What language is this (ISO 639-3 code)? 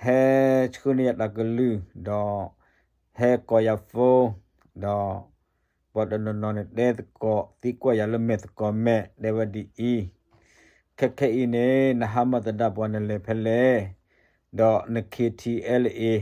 ksw